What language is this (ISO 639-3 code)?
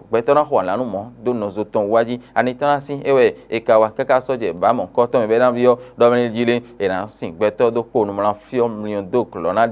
fon